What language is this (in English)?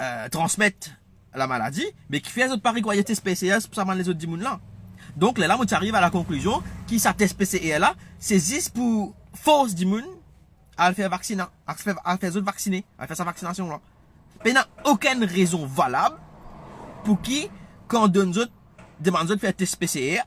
Morisyen